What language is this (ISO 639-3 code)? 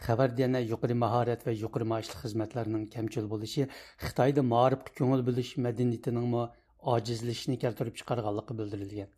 uig